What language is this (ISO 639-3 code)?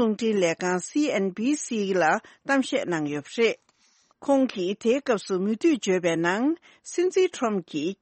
bod